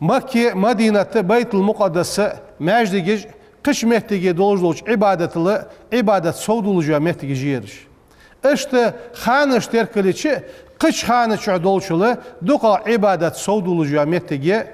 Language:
Ingush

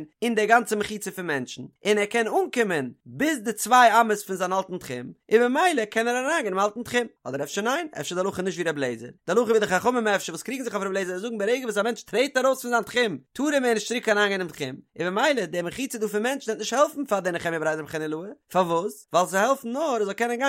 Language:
Yiddish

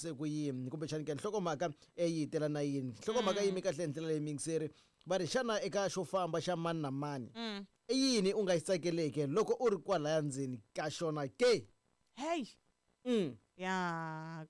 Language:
Tsonga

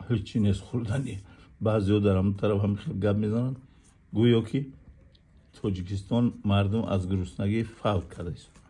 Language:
Tajik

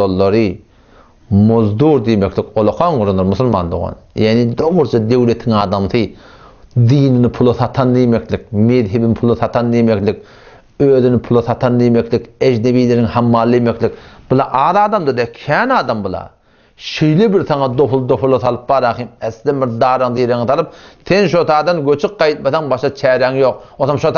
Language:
Turkmen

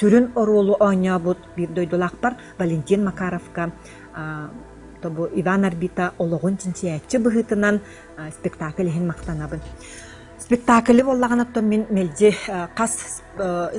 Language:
Yakut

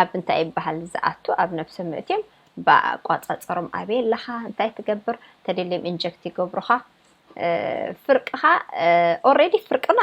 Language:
Tigrinya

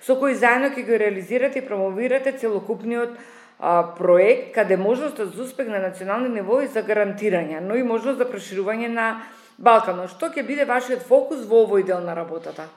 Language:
Macedonian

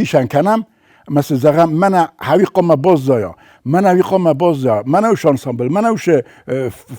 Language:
Ossetic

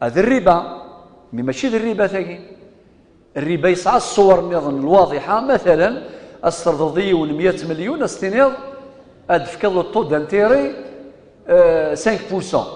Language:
Kabyle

